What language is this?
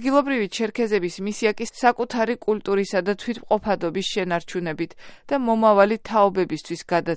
Georgian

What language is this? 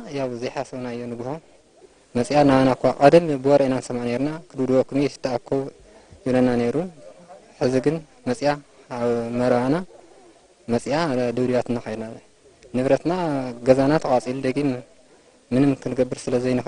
Tigrinya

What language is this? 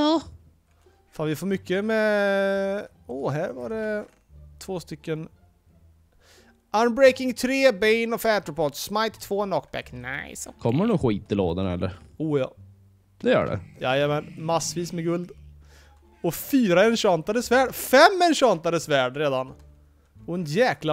Swedish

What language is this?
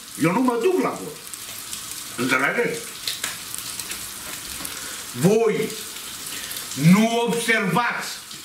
Romanian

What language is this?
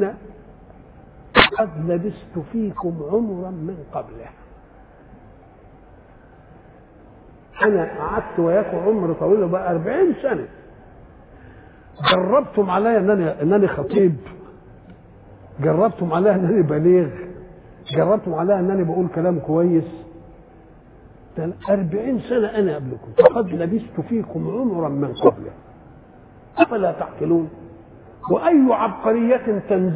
Egyptian Arabic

